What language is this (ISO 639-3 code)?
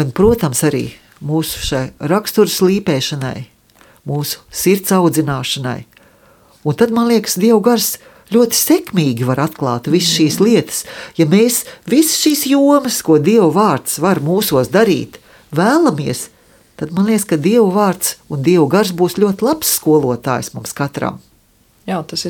lav